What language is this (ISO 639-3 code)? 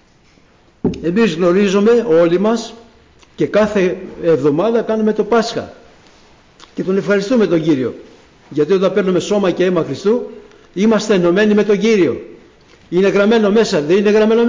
ell